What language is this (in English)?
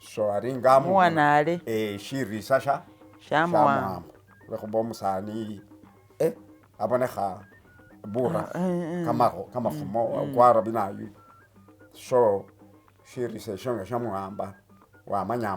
Masaaba